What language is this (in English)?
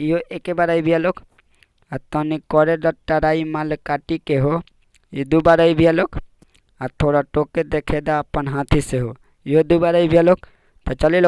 Bhojpuri